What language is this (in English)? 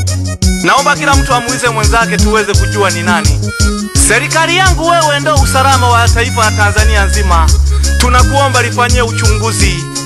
Swahili